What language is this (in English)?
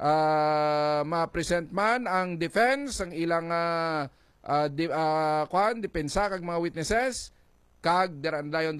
Hiligaynon